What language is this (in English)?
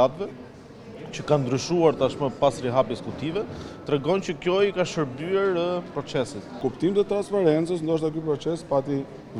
Albanian